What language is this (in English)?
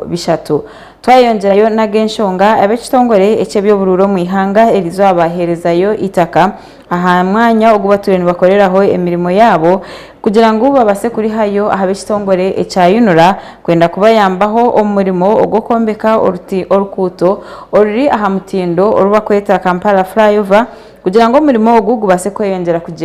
Nyankole